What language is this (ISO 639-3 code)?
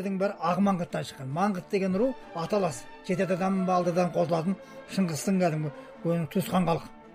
kaz